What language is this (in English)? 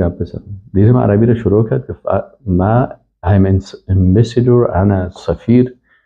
Persian